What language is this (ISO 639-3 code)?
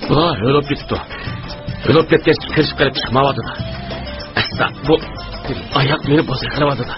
uig